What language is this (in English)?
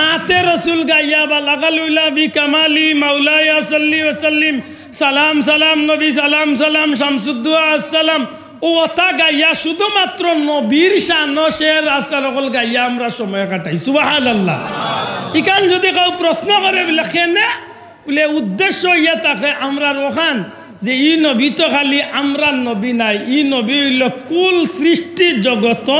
Sylheti